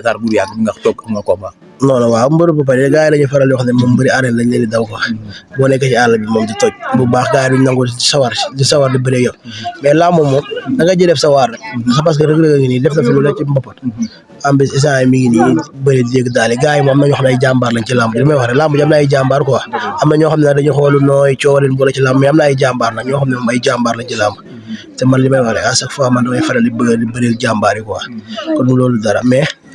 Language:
Wolof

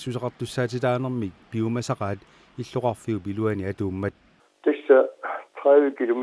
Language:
Kalaallisut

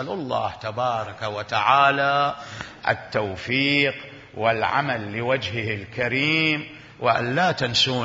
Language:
Mesopotamian Arabic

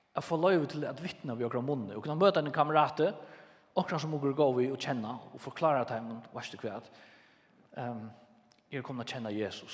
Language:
Faroese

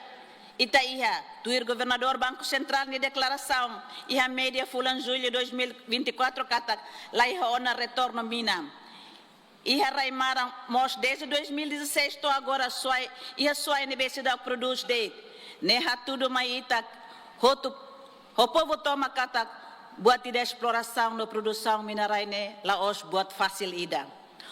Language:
Tetum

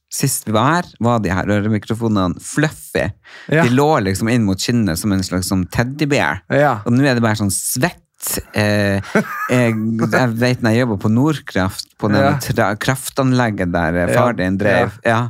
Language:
Norwegian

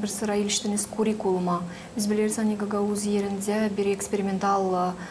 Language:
Gagauz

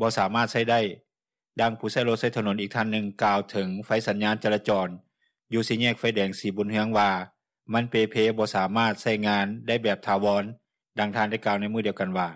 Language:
Lao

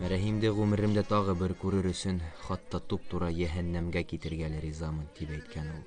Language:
Bashkir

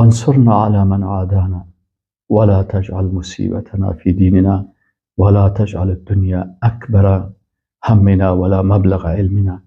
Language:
Persian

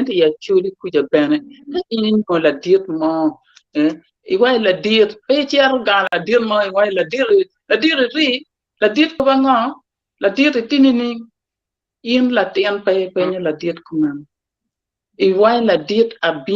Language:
Acoli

